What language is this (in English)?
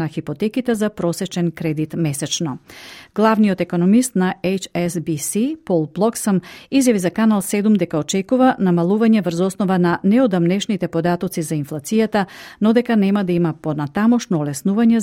Macedonian